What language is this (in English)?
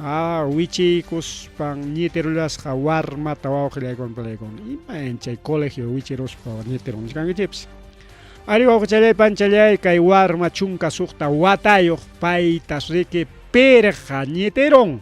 Ayacucho Quechua